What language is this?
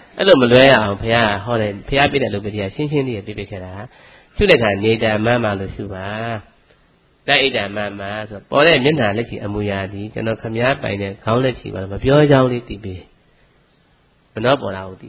Burmese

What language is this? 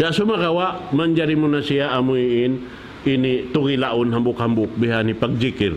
Tausug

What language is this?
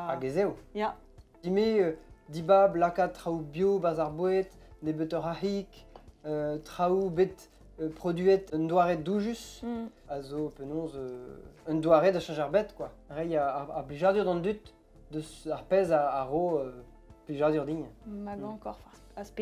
Breton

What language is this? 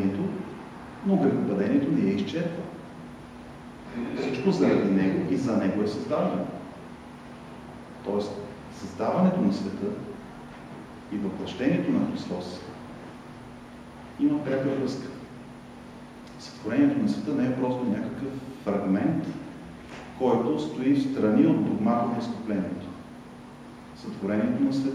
Bulgarian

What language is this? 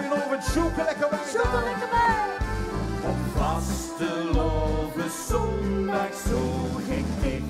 Limburgish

